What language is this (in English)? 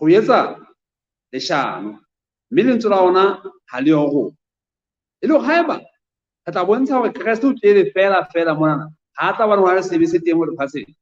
Southern Sotho